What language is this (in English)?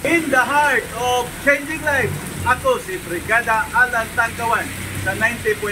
Cebuano